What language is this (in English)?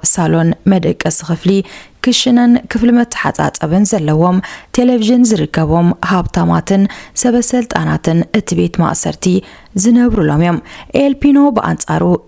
Tigrinya